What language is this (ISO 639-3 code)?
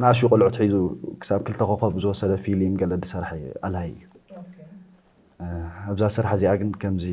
tir